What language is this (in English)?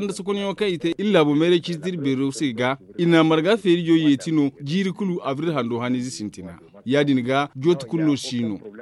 Zarma